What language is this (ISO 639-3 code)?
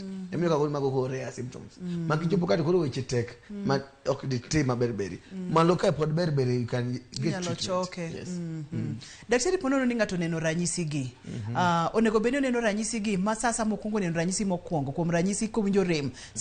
luo